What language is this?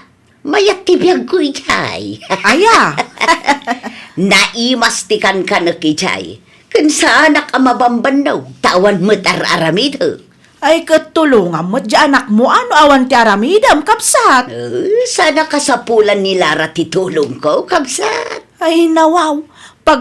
Iloko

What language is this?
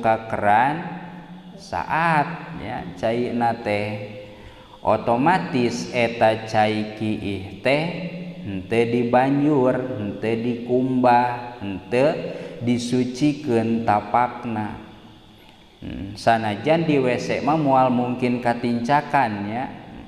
Sundanese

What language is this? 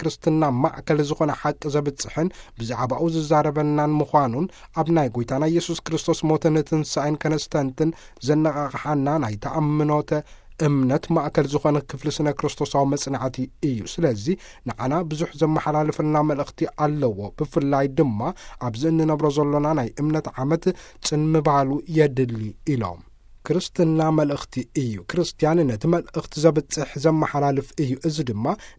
Tigrinya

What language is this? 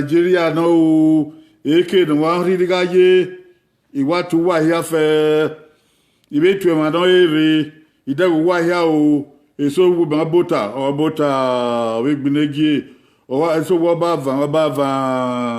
Bini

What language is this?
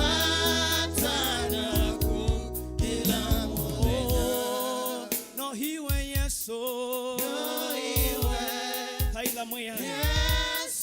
Kamba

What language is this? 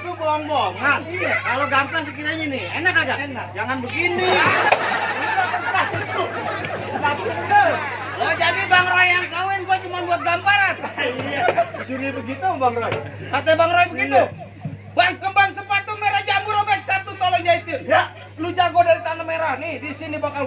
Betawi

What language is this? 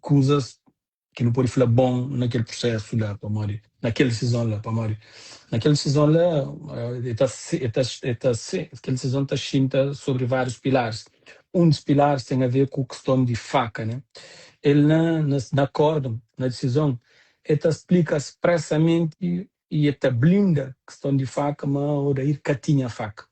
Kabuverdianu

